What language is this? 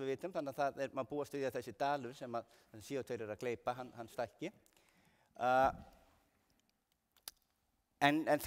Icelandic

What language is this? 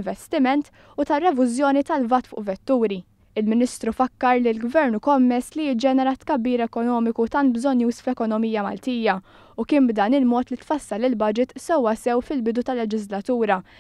Maltese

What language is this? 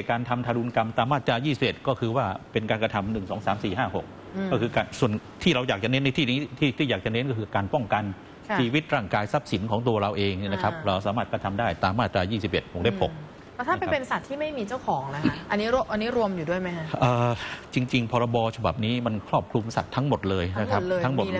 Thai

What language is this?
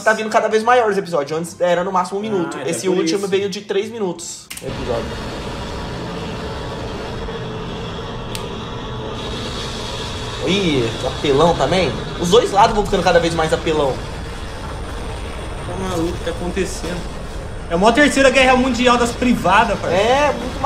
Portuguese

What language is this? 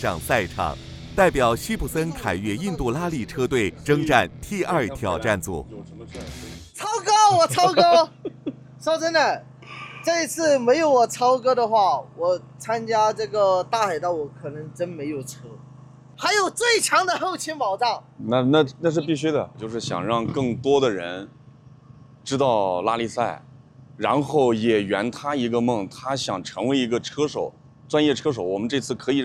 Chinese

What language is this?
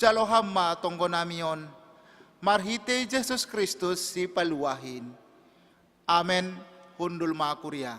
Batak Simalungun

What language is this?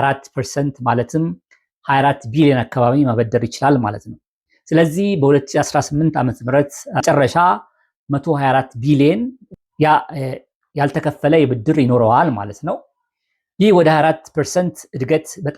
Amharic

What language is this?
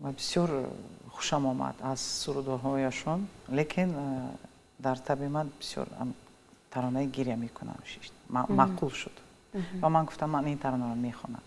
Tajik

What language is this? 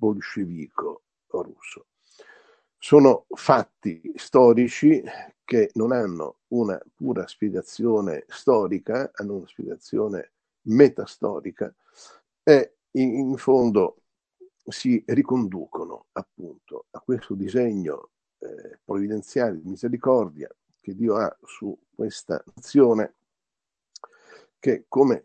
Italian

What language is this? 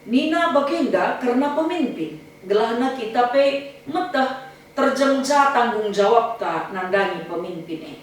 Batak Karo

